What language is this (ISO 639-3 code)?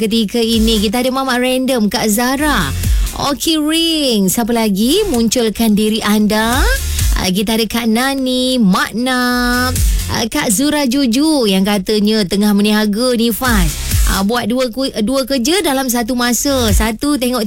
msa